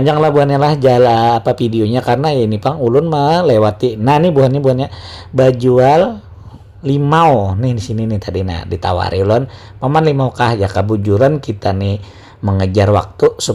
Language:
Banjar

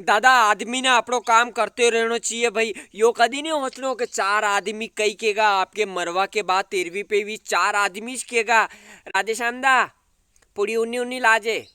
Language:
Rajasthani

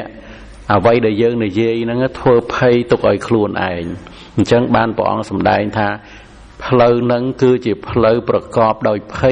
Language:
Khmer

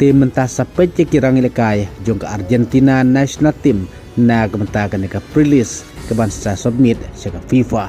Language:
Khasi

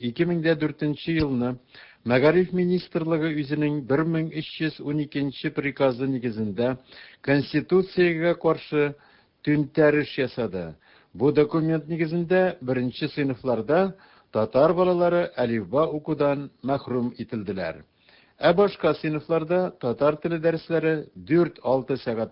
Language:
Tatar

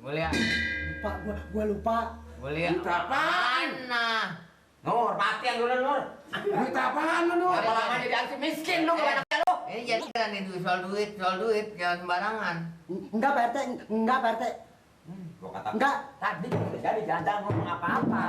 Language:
Betawi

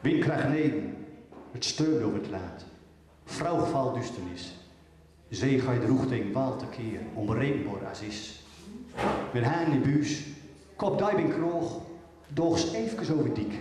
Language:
Gronings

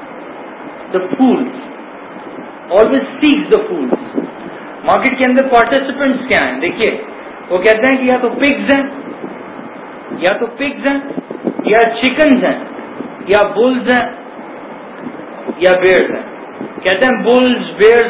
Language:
Urdu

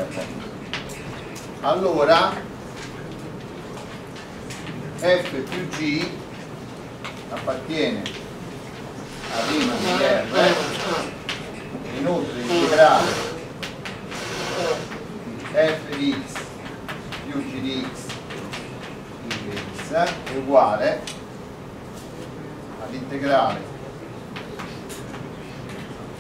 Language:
Italian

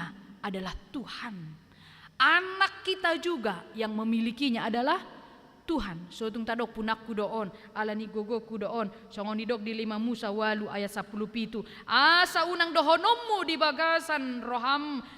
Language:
Batak Toba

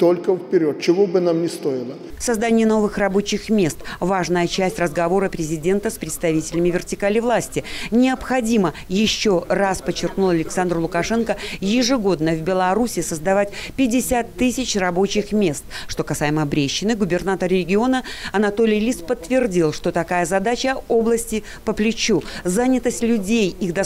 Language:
Russian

